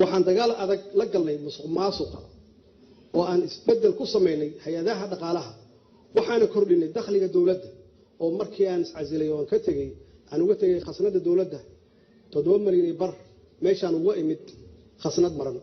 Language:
Somali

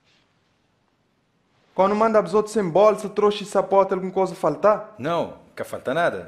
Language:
Portuguese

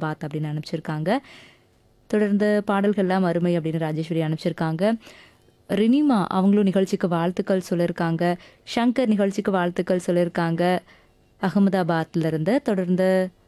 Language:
Tamil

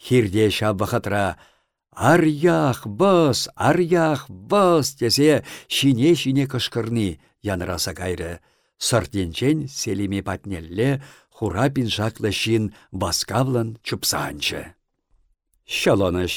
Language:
Chuvash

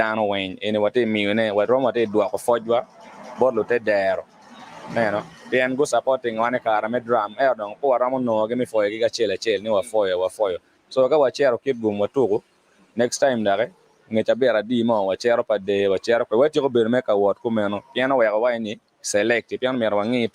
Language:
Acoli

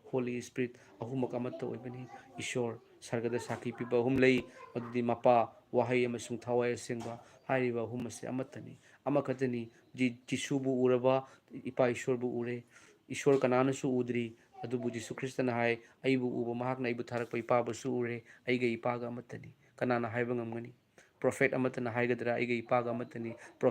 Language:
Manipuri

